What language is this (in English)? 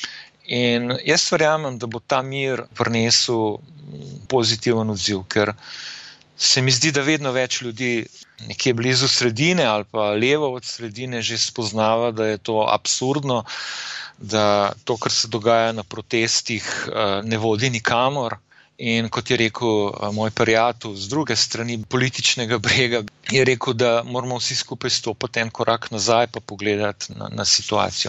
Slovenian